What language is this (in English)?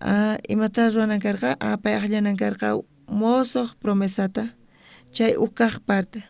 South Bolivian Quechua